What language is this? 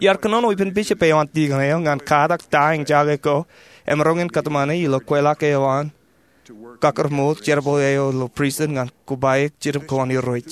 Marshallese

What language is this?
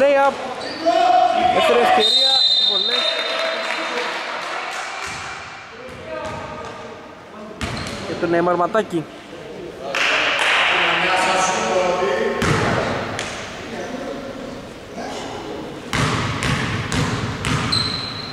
Greek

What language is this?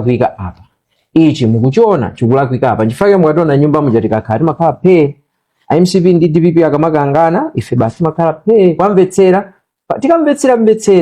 Nyanja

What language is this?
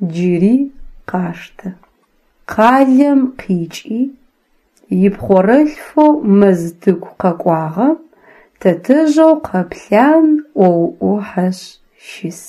Adyghe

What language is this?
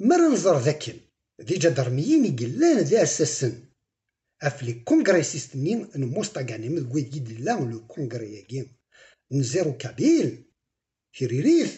Kabyle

